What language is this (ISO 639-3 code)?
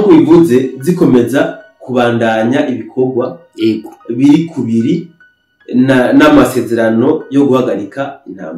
run